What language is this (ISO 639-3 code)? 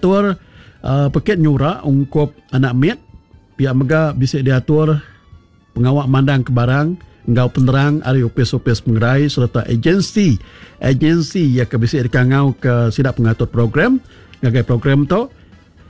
iba